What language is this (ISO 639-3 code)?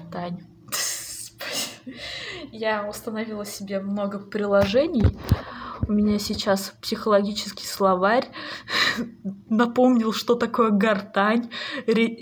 rus